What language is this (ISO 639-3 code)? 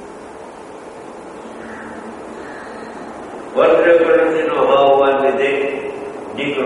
guj